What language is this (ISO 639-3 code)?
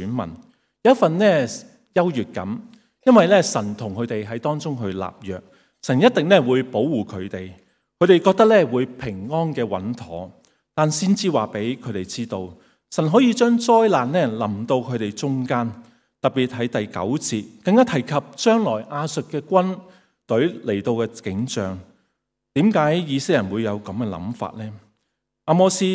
yue